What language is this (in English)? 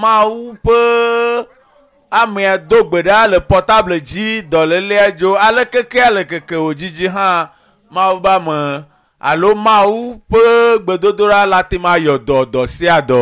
Ewe